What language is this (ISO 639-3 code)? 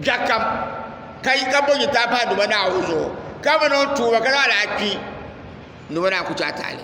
dag